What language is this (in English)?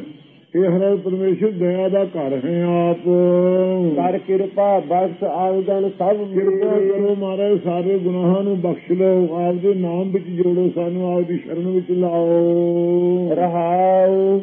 Punjabi